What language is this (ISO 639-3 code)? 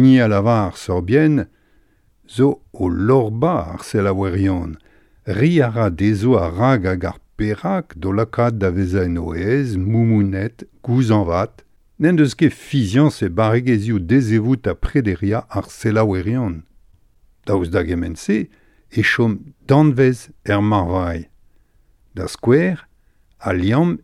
bre